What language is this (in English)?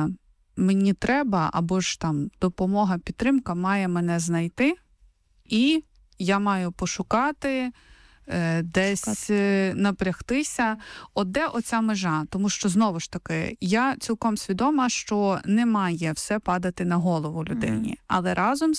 Ukrainian